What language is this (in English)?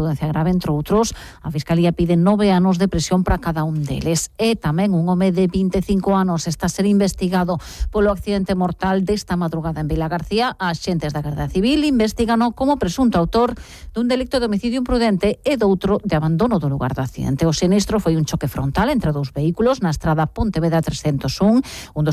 Galician